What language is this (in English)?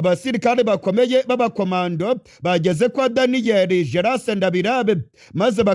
Rundi